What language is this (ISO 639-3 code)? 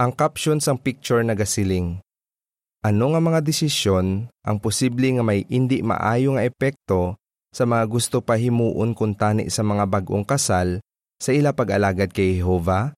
hil